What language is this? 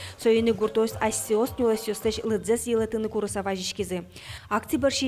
Udmurt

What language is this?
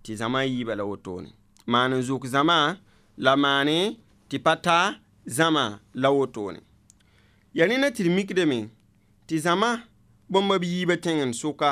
Mossi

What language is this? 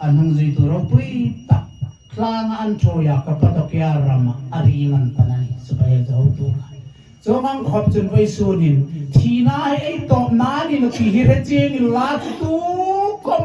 Hmar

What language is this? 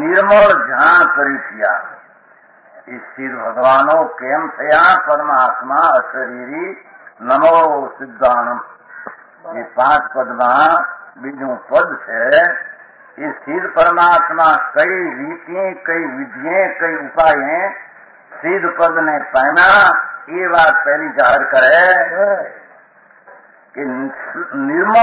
Gujarati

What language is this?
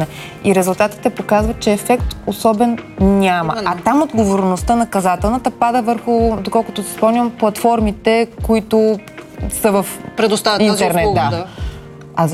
Bulgarian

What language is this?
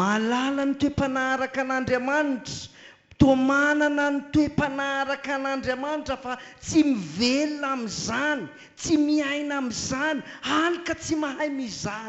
Malagasy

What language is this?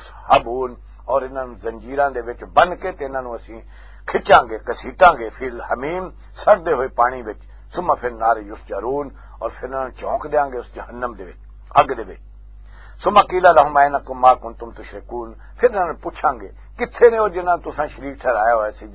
Western Panjabi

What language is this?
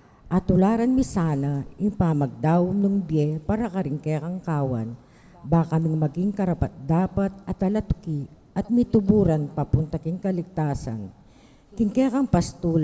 Pampanga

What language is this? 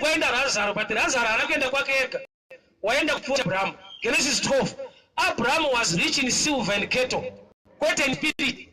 Shona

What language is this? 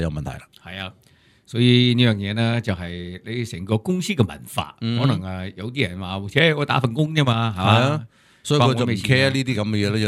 Cantonese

